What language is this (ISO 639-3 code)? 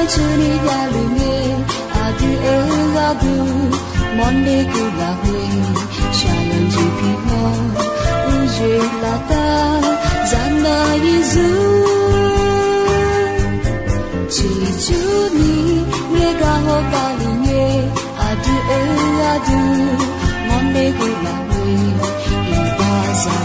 ahk